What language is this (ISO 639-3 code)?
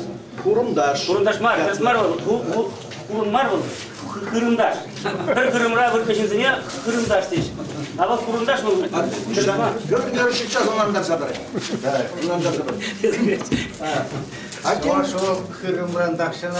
chv